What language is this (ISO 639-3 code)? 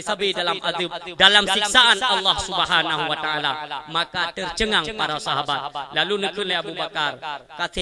ace